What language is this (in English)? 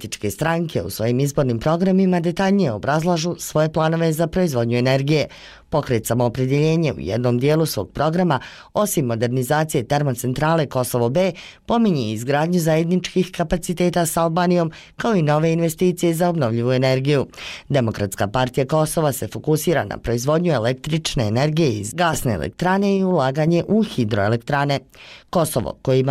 Serbian